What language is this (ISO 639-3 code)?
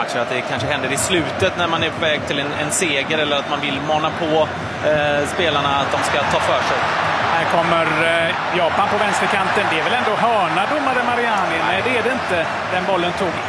swe